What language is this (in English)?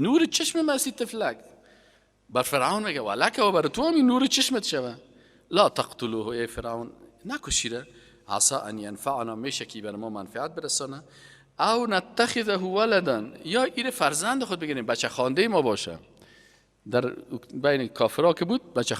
Persian